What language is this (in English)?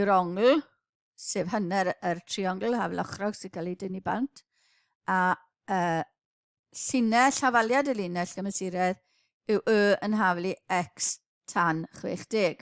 Welsh